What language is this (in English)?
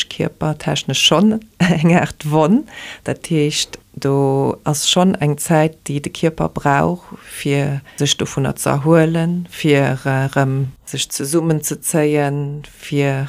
Luxembourgish